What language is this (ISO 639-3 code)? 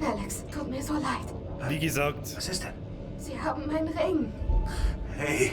bar